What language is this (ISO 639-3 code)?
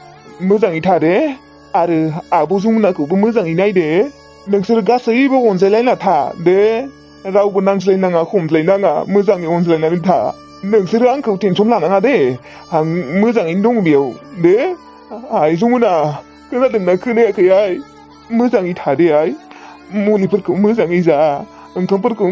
brx